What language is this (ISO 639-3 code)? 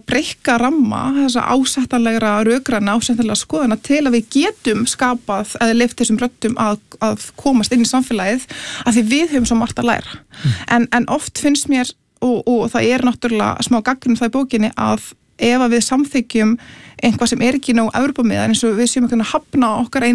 isl